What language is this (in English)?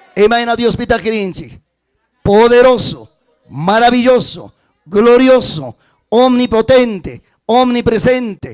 Ayacucho Quechua